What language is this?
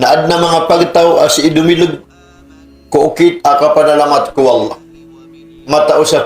Maranao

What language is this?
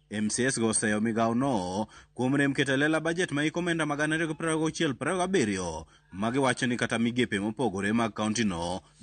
Luo (Kenya and Tanzania)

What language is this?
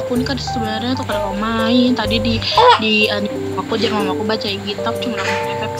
Banjar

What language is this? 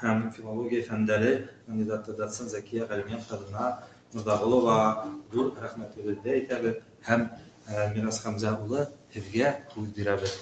Bashkir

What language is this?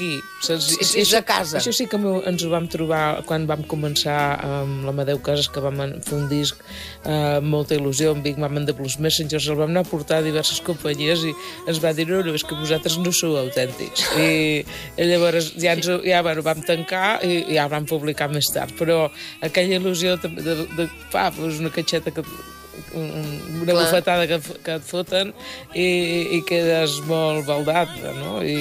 Catalan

